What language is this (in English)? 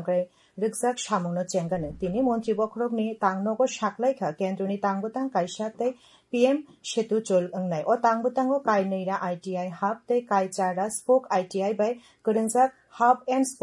Kok Borok